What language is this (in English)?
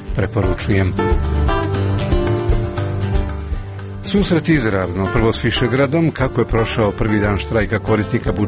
Croatian